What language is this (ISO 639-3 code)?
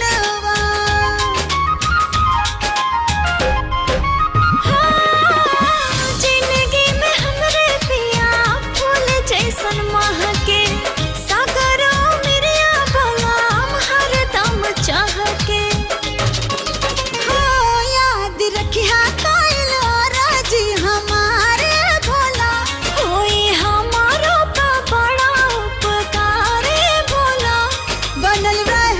bho